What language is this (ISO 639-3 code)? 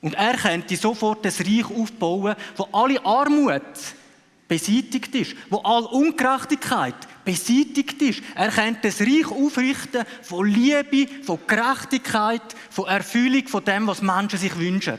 gsw